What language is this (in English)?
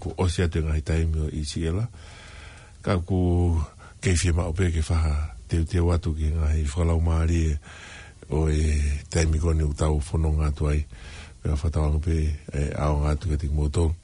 Tongan